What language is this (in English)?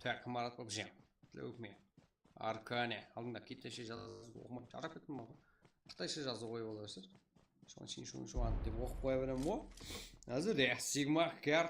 Kara-Kalpak